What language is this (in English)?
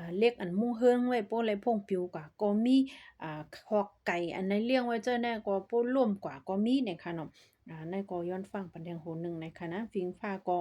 Shan